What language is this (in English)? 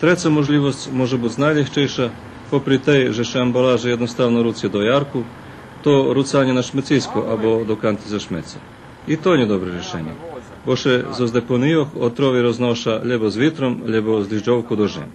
Rusyn